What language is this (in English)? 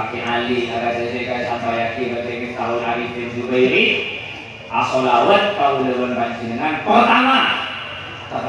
Madurese